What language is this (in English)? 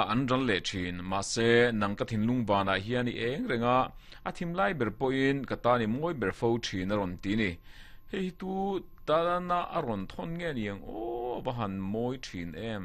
Mizo